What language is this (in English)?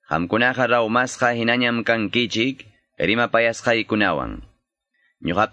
Quechua